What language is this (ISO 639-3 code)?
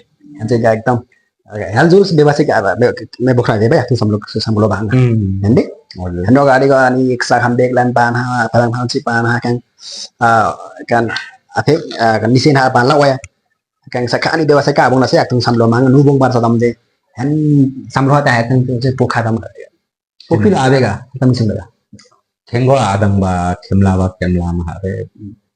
lif